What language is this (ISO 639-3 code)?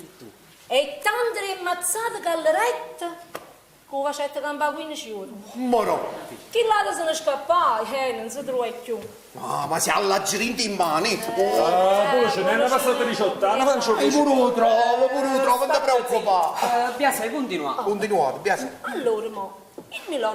nap